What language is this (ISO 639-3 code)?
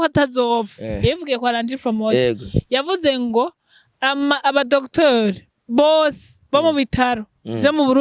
run